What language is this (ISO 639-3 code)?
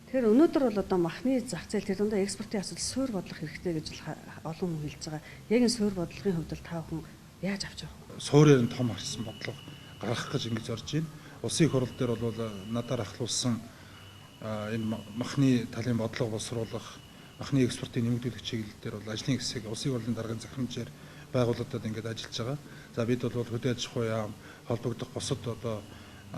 mon